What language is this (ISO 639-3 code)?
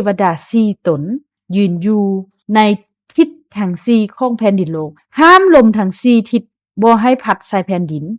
lao